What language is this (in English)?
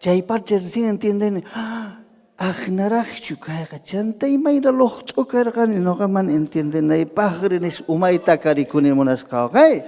Ayacucho Quechua